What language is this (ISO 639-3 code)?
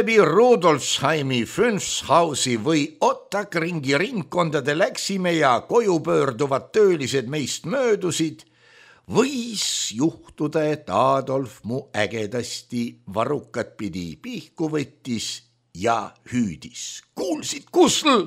est